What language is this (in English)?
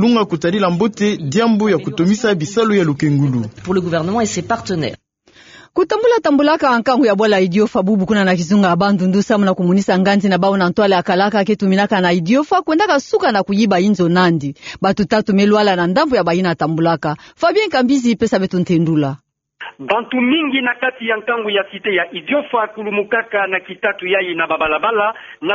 Kituba (Democratic Republic of Congo)